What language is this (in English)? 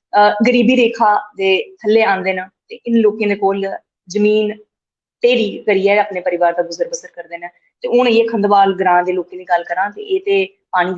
Dogri